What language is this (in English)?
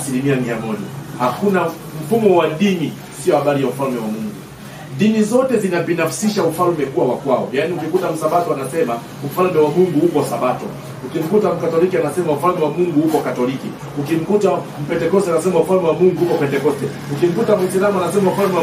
Swahili